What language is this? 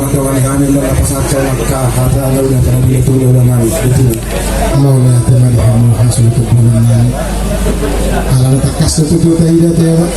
Batak Toba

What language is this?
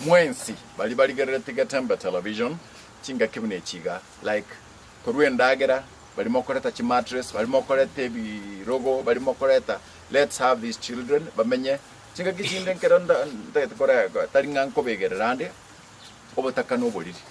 Gusii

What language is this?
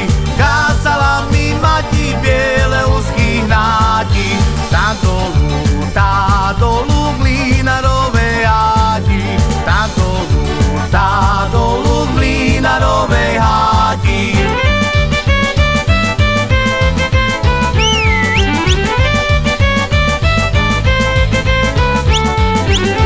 Slovak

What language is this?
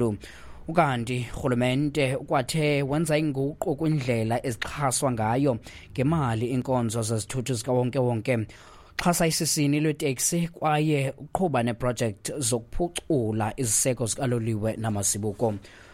Xhosa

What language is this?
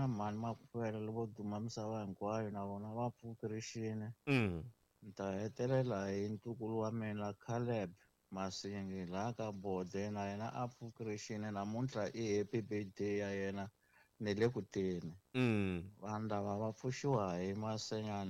Tsonga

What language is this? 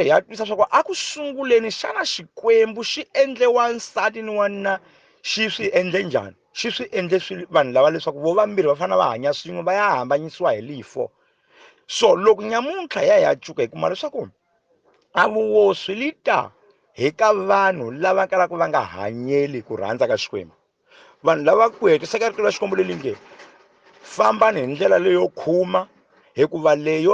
Tsonga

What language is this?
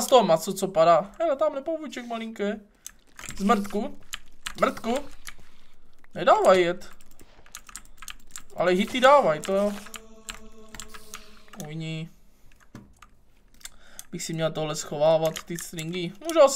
Czech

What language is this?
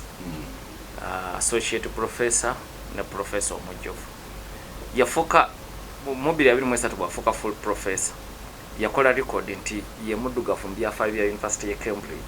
Ganda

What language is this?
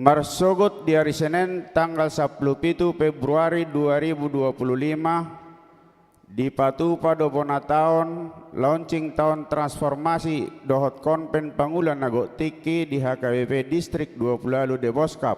Batak Toba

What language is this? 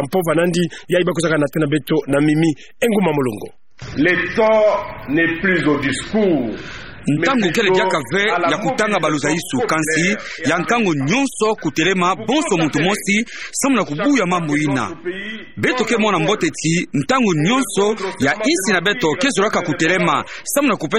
Kituba (Democratic Republic of Congo)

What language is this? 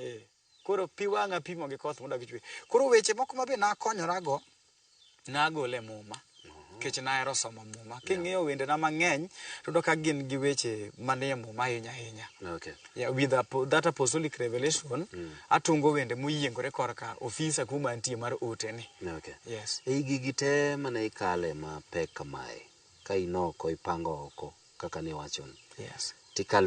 Luo (Kenya and Tanzania)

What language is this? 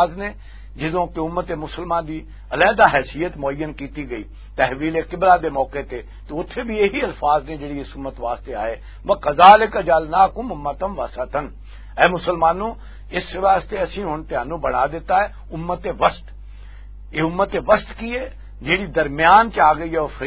Western Panjabi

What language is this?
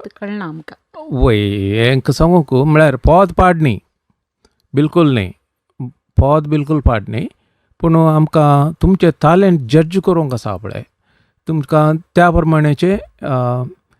Konkani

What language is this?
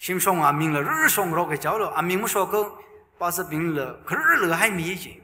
Tangkhul Naga (India)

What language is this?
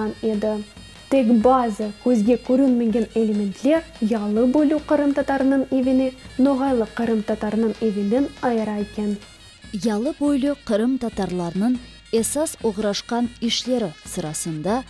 Crimean Tatar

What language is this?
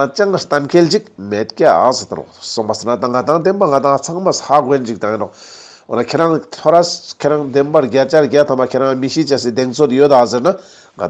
Ladakhi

